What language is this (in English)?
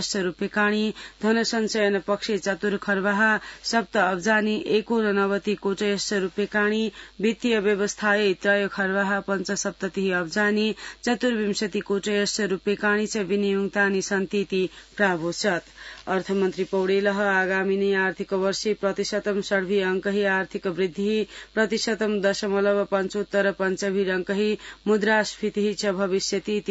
Sanskrit